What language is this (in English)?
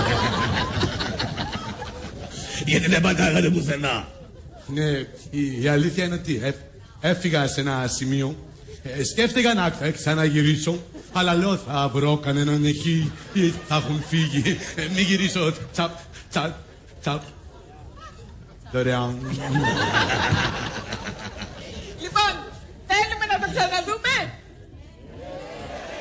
Greek